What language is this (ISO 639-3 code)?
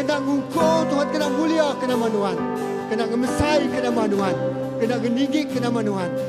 iba